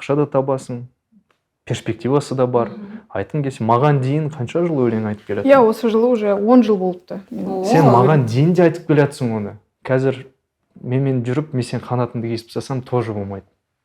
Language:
Kazakh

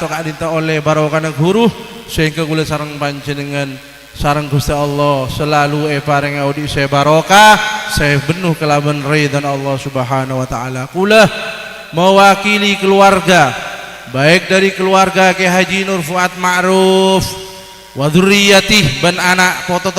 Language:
Madurese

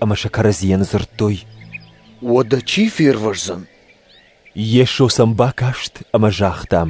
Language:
Ossetic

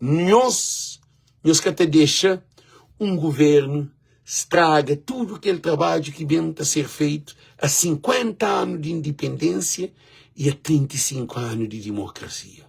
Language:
Kabuverdianu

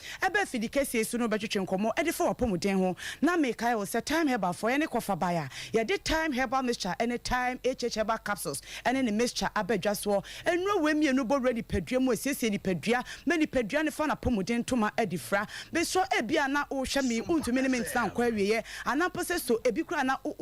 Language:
Akan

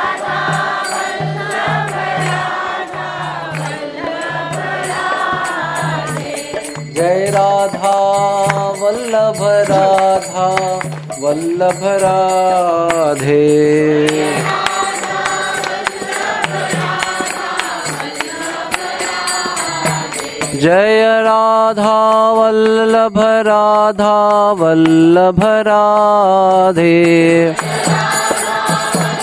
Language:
Hindi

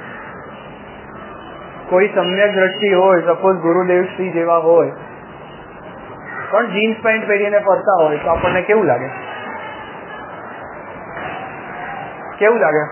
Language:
Gujarati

